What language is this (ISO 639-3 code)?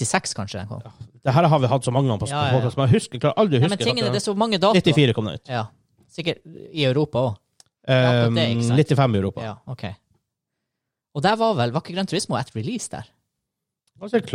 nor